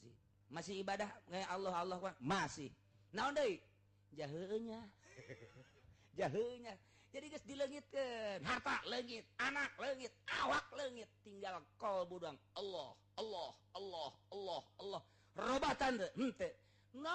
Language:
Sundanese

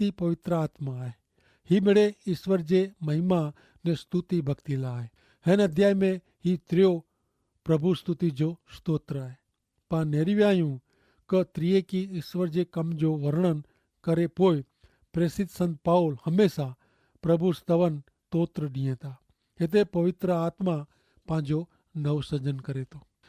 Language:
Kachhi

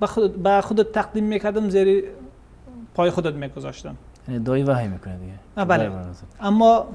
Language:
Persian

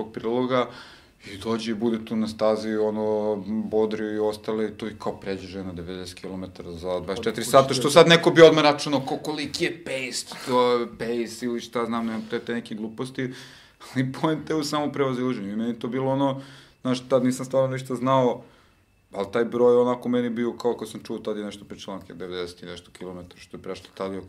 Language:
Serbian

